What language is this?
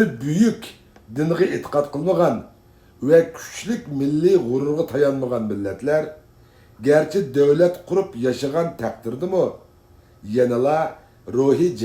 Uyghur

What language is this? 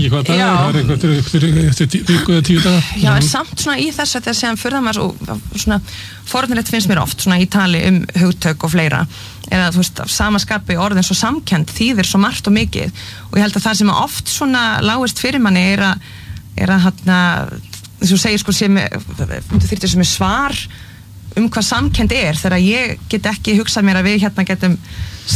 Icelandic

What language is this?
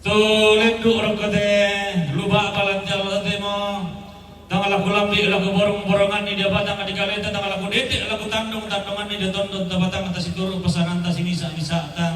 Toraja-Sa'dan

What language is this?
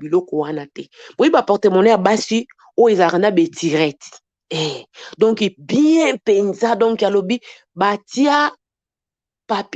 Lingala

